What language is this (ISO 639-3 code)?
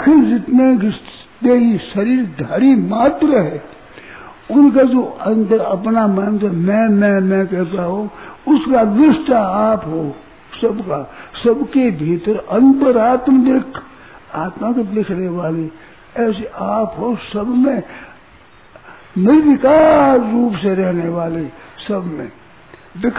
hin